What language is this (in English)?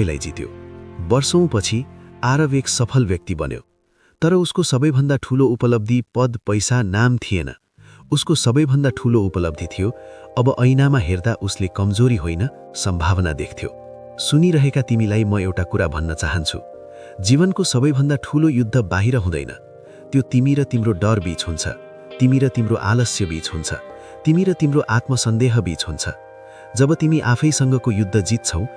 Nepali